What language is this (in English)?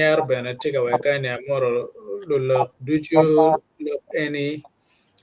Acoli